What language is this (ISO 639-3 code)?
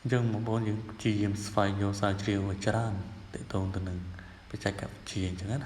khm